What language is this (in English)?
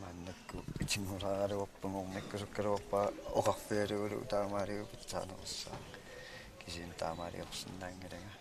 Kalaallisut